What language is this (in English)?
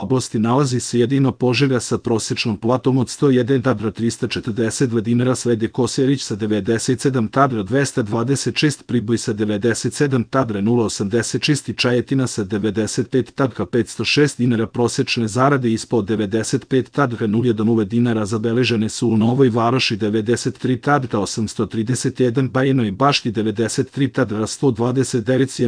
Serbian